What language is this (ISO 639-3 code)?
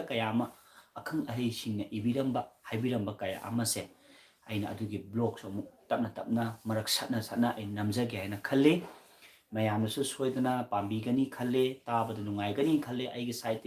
mni